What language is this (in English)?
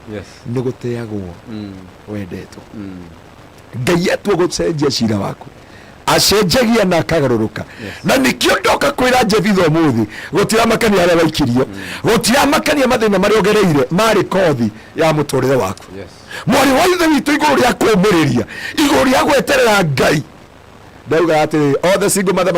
Kikuyu